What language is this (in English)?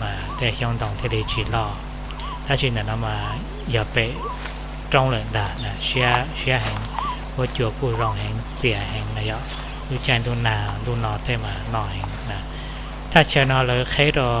Hmong